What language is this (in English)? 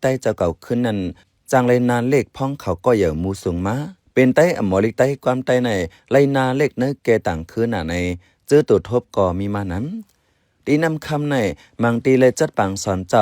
Shan